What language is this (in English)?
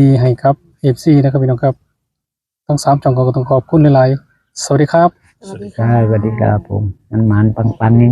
Northeastern Thai